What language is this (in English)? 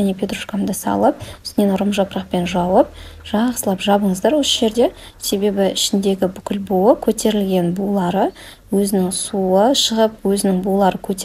Kazakh